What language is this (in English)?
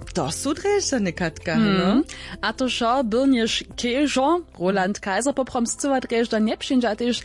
Upper Sorbian